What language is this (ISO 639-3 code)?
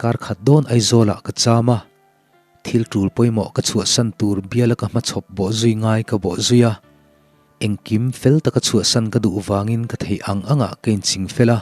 lus